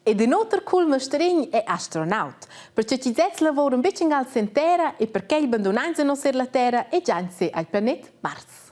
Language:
Romansh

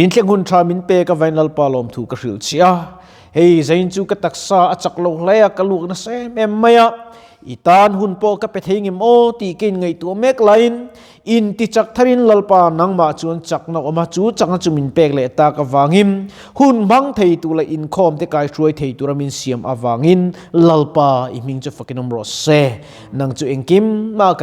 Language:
Mizo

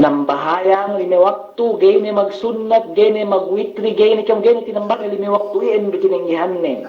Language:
Yakan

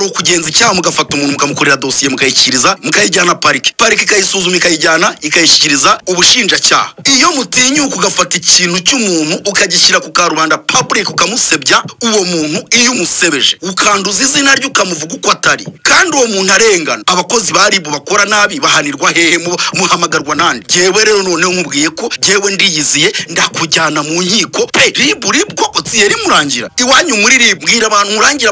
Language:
Kinyarwanda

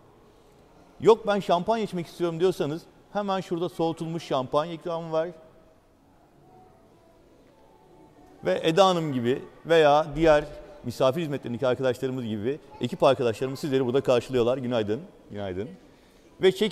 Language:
Turkish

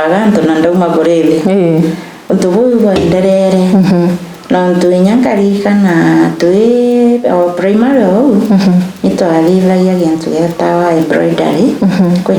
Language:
Meru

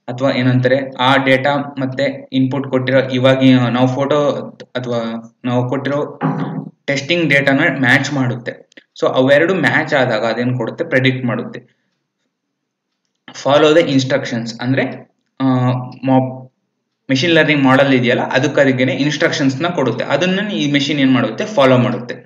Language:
Kannada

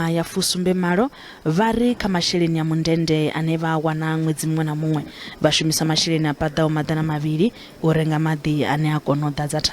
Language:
Venda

